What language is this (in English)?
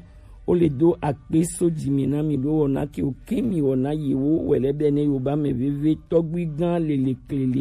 Gen